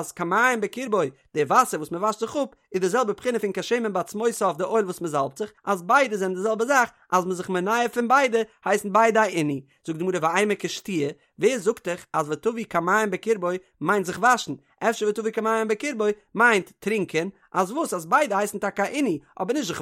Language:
Yiddish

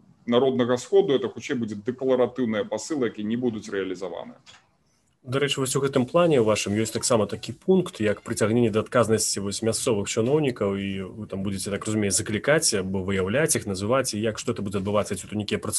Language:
Belarusian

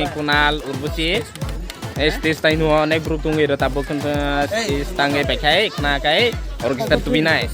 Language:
Kok Borok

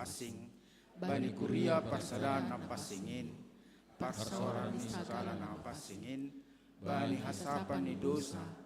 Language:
Batak Simalungun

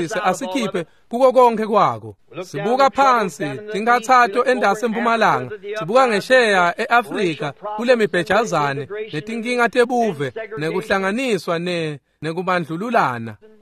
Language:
Swati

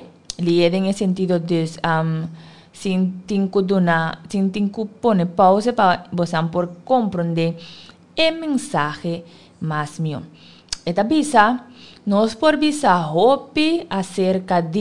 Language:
Papiamento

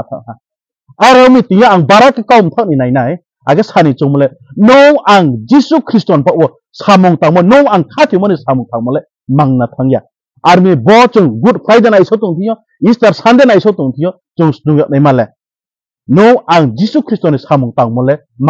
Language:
Riang (India)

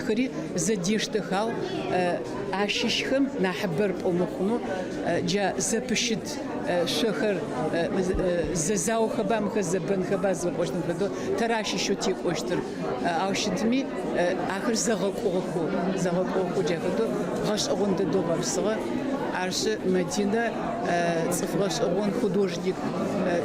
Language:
Adyghe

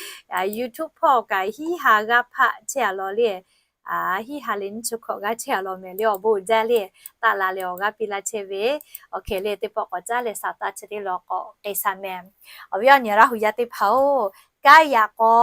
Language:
Lahu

